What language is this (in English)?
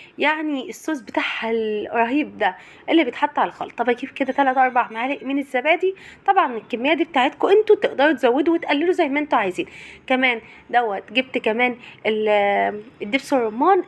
Egyptian Arabic